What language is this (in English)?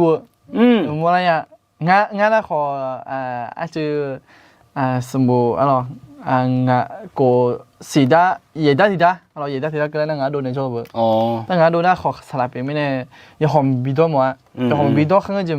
Akha